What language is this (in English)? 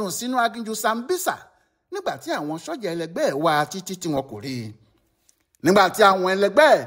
Yoruba